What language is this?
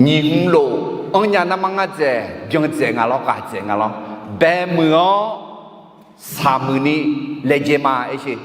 Akha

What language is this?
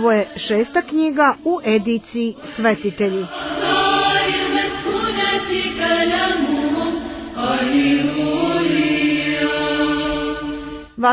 Serbian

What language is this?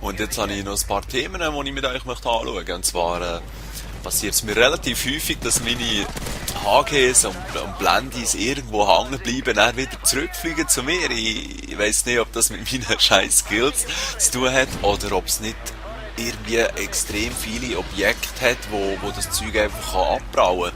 Swiss German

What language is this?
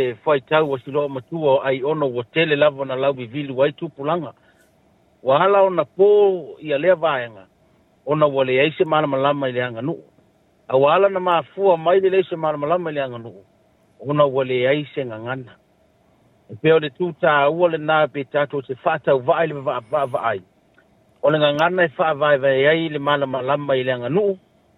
Samoan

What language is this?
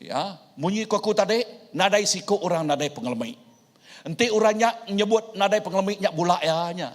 Iban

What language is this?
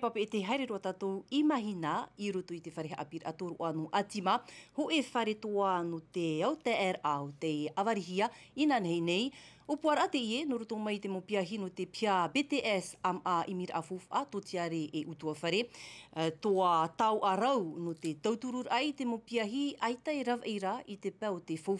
Tahitian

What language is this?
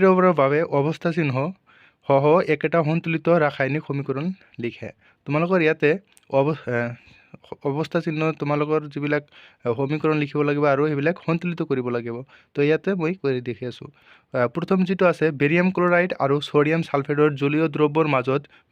Assamese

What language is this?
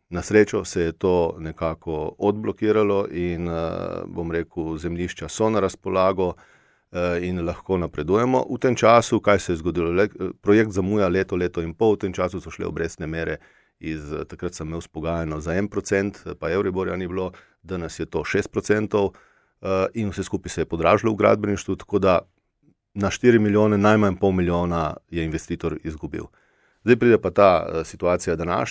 Slovenian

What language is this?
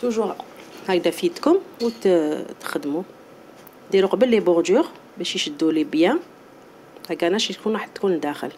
Algerian Arabic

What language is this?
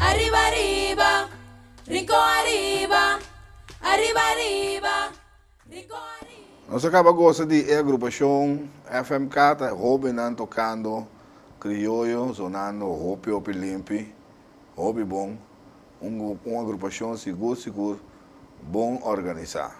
Papiamento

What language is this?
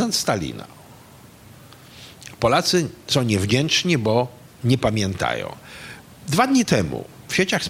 Polish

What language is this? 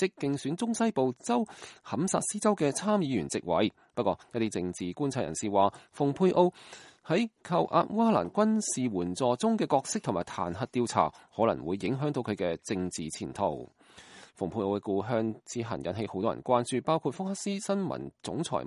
Cantonese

